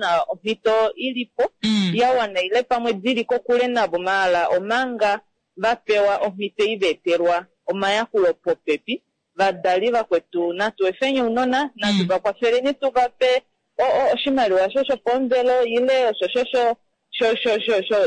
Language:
Kuanyama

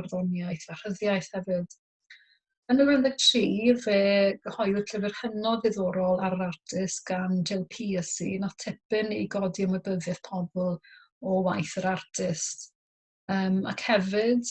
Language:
Welsh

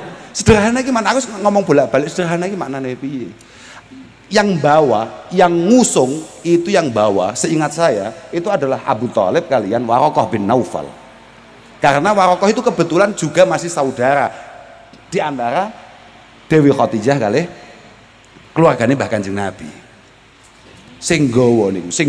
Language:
Javanese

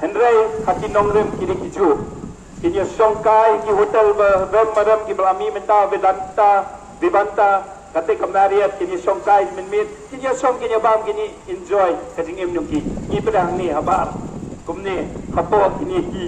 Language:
Khasi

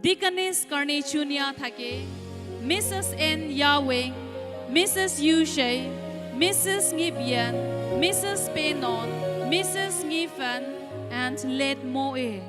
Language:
Naga Pidgin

